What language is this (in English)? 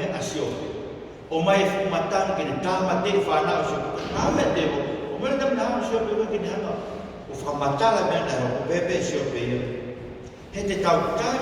Tongan